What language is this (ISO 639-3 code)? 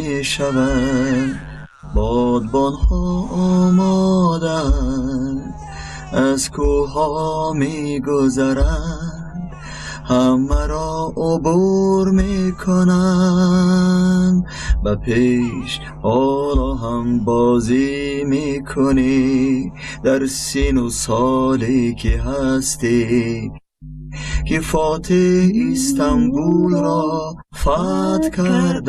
tgk